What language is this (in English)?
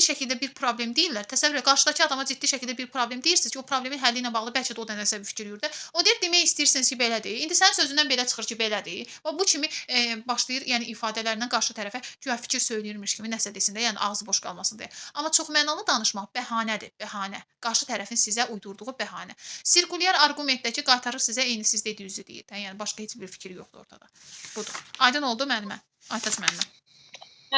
Azerbaijani